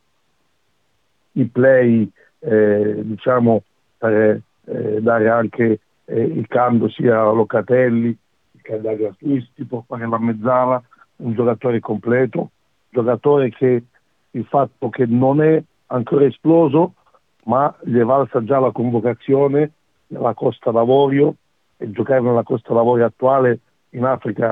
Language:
Italian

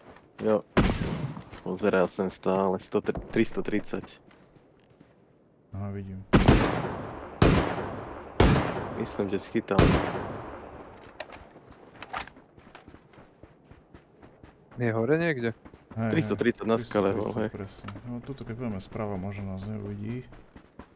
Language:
Slovak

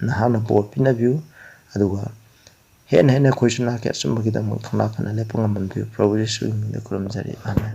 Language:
Manipuri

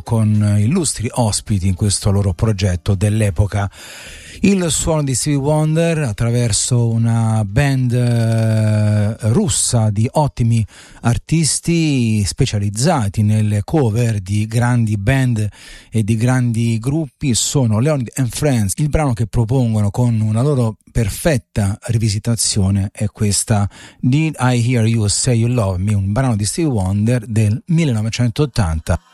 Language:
Italian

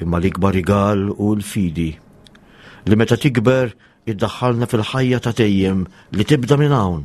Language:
Maltese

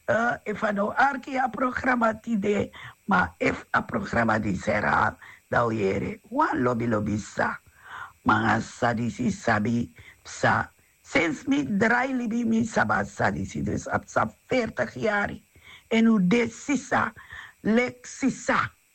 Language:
Sranan Tongo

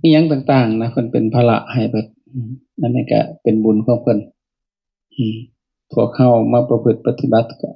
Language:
Lao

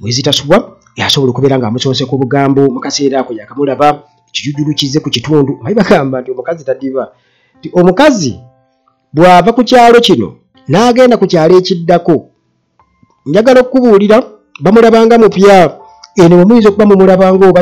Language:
Ganda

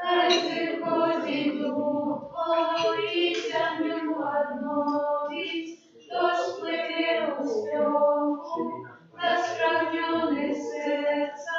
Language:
Belarusian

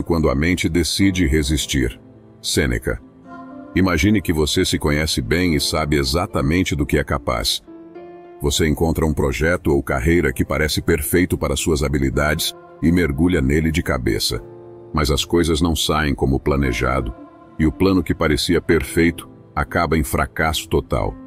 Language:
Portuguese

